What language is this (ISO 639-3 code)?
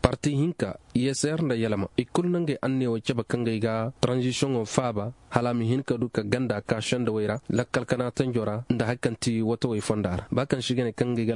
ses